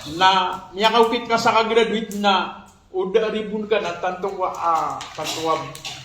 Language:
Maranao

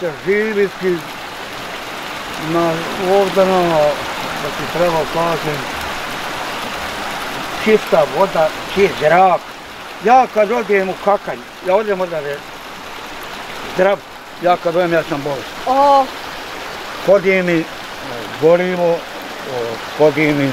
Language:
Bosnian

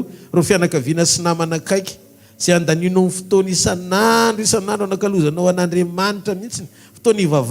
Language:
Malagasy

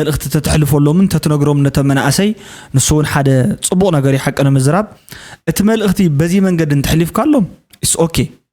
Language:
Tigrinya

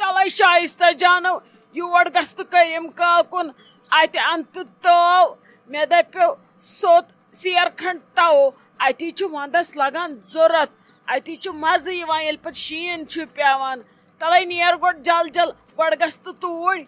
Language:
Kashmiri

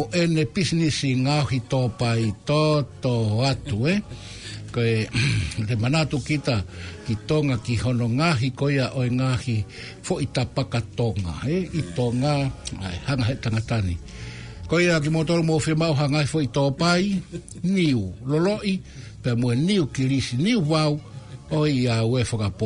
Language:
Tongan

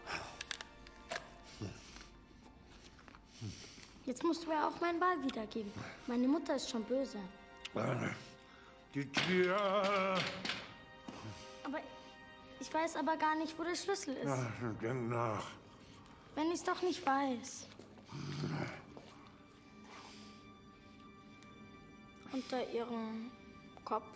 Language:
German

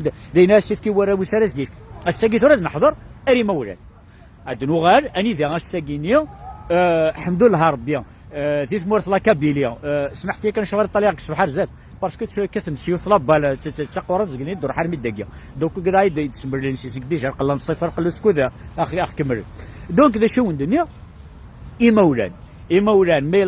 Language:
Kabyle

